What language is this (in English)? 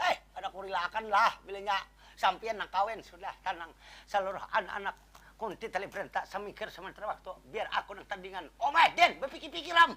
Banjar